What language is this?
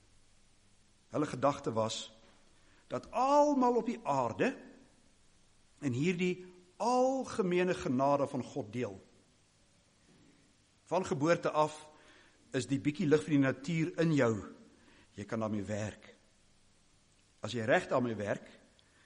Afrikaans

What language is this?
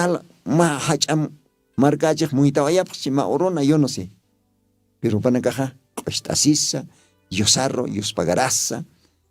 Aymara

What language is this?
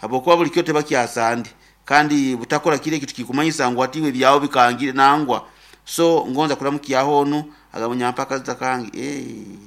Nyankole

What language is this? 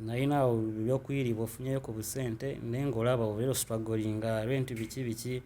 Ganda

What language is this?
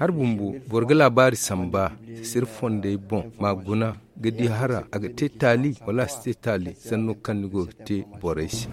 Zarma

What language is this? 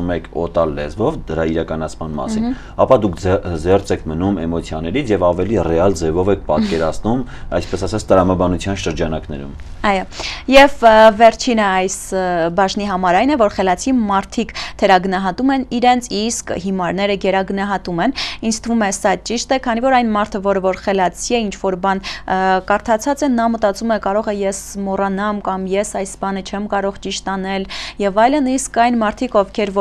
Armenian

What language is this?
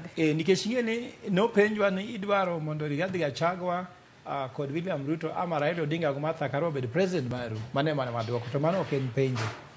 Luo (Kenya and Tanzania)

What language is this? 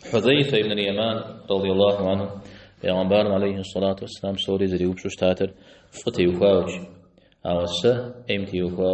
Kabardian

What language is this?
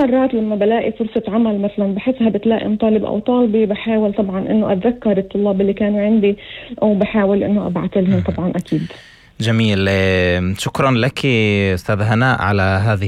North Levantine Arabic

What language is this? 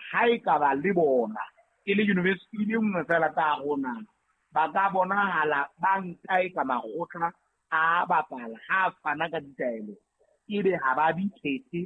Southern Sotho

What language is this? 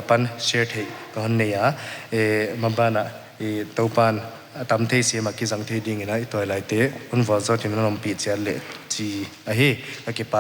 Paite Chin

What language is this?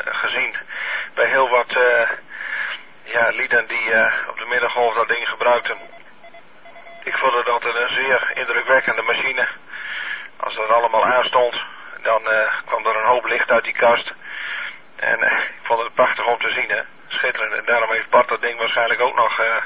Dutch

